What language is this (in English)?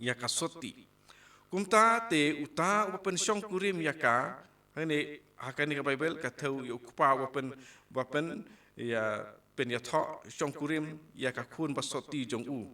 Khasi